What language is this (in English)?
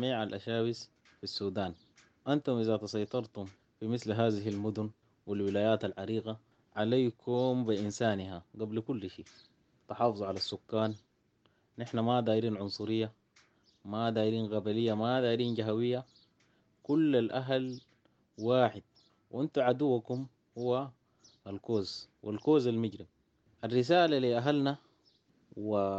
Sudanese Arabic